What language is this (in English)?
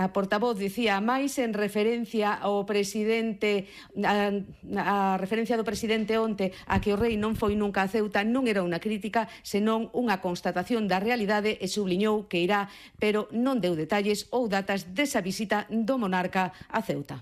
Galician